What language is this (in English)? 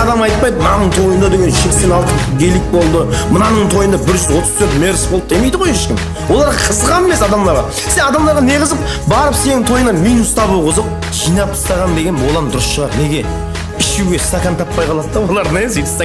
Kara-Kalpak